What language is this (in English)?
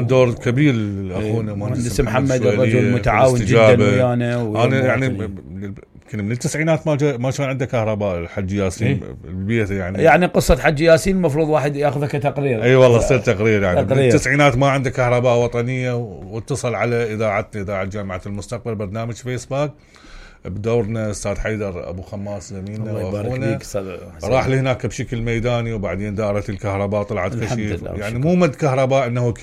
Mesopotamian Arabic